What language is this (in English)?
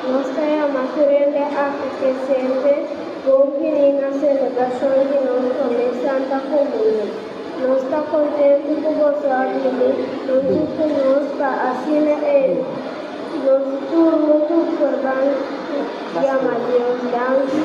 Papiamento